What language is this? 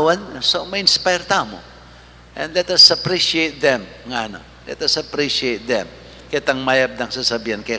Pampanga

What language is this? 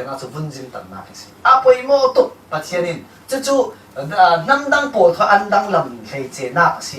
Falam Chin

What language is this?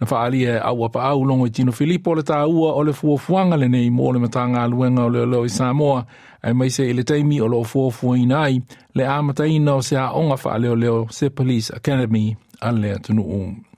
Samoan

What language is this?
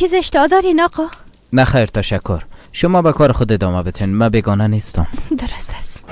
Persian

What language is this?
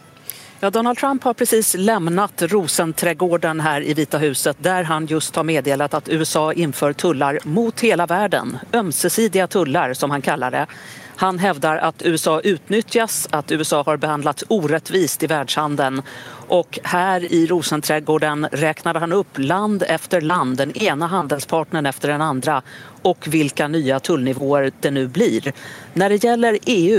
Swedish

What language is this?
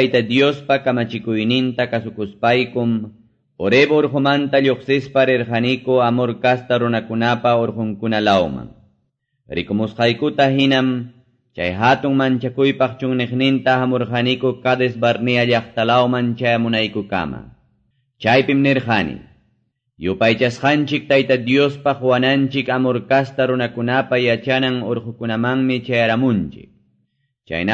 Quechua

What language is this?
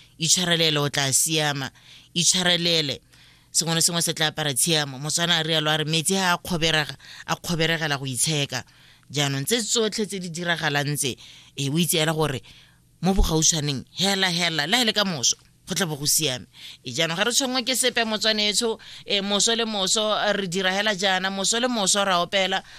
Tswana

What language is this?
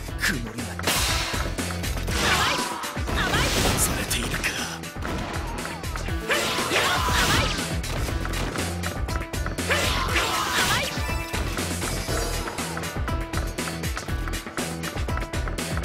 Japanese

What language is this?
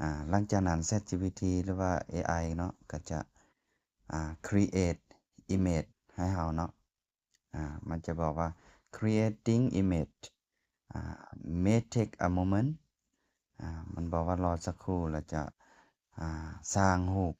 Lao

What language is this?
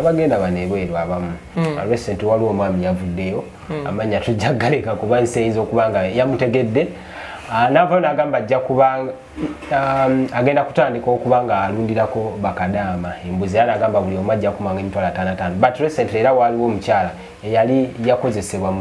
Ganda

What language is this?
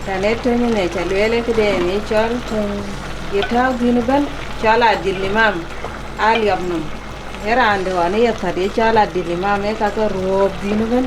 Dinka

